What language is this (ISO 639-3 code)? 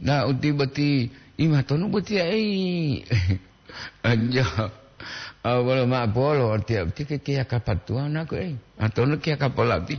gor